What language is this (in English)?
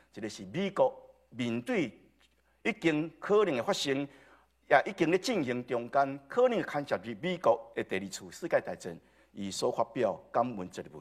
Min Nan Chinese